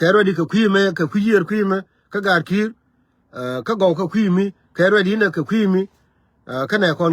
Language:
Nuer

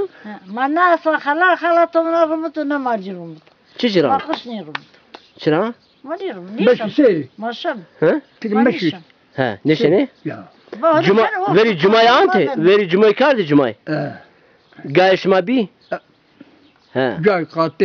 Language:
Zaza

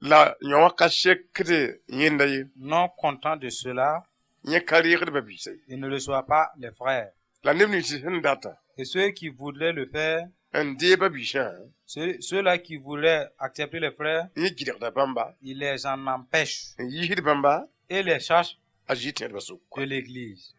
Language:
Mossi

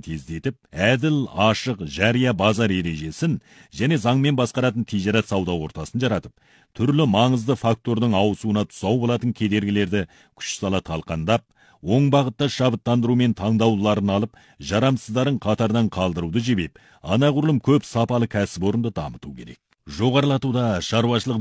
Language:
Kazakh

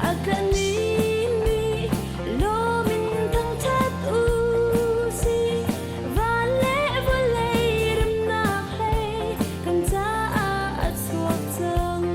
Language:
Hakha Chin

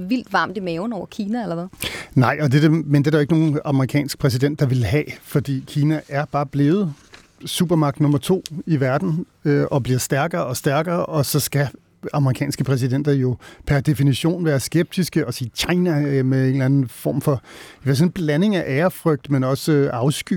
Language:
Danish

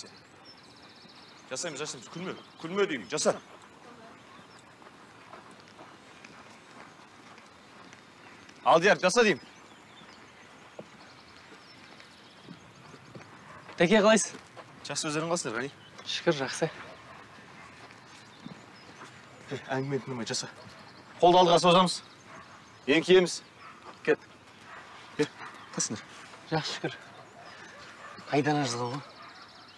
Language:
Kazakh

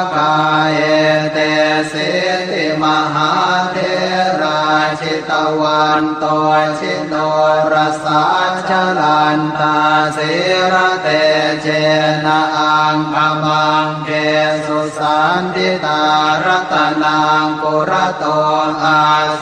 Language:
Pali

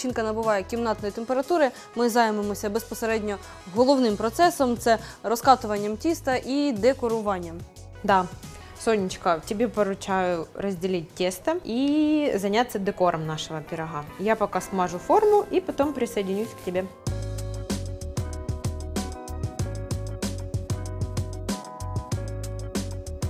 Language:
Ukrainian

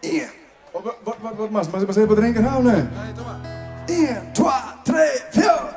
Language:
Western Frisian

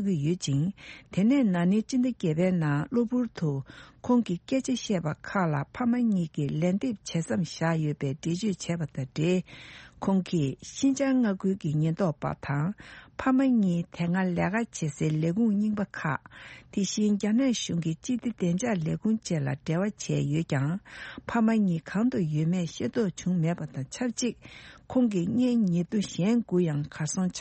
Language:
Tibetan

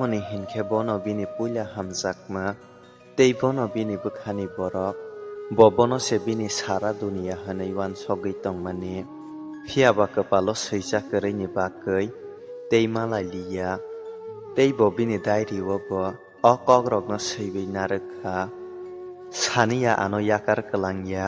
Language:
Kok Borok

